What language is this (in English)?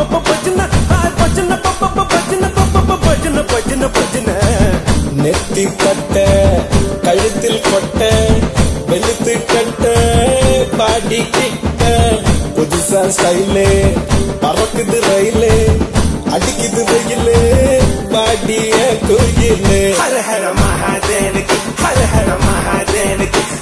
Tamil